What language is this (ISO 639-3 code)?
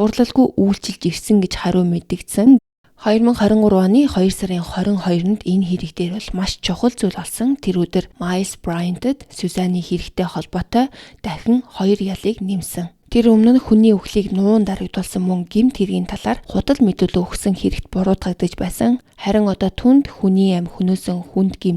mon